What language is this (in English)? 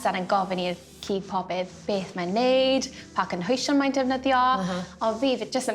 Welsh